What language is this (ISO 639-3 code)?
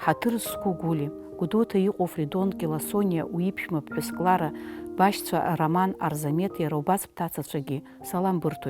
abk